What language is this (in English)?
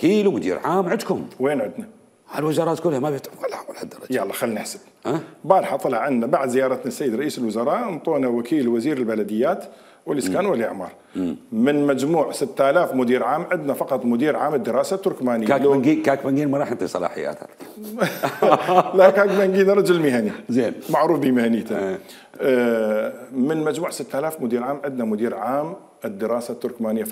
Mesopotamian Arabic